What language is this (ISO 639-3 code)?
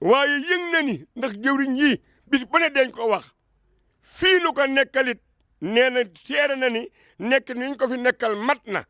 wol